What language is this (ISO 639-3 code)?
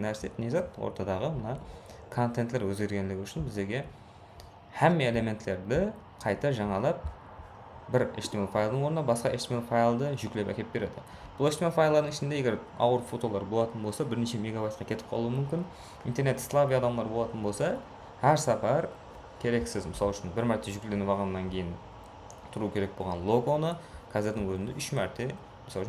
kaa